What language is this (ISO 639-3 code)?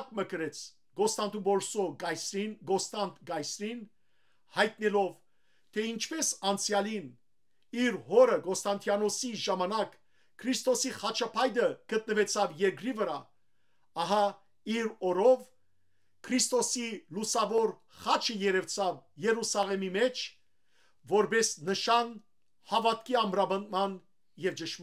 hyw